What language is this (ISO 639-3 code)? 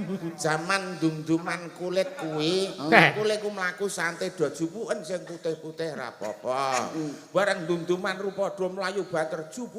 jav